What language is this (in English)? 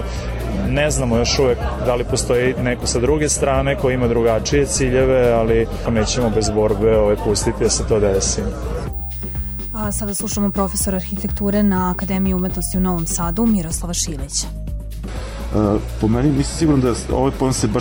Serbian